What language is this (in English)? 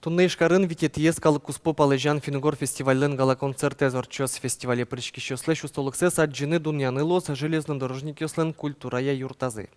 Udmurt